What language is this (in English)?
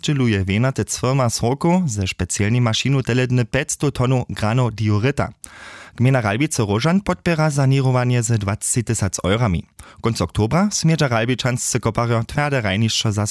Upper Sorbian